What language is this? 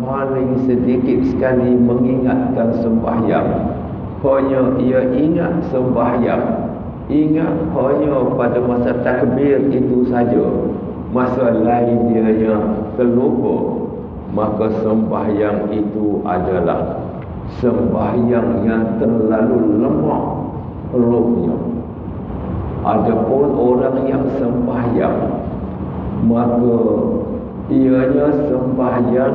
Malay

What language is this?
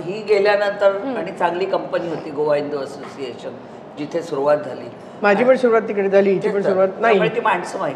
Marathi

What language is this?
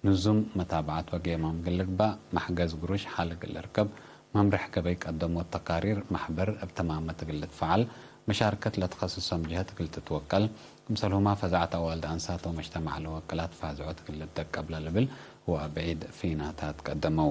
Tigre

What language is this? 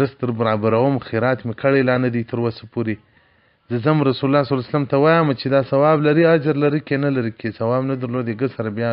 Pashto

